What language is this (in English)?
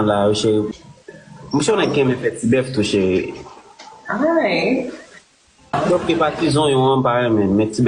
Haitian Creole